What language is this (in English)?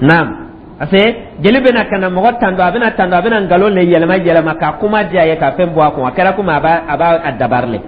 Dyula